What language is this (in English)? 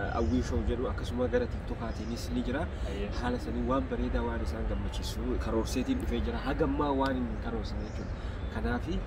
Oromo